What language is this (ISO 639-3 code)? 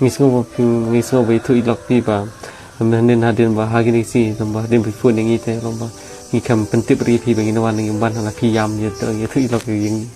kha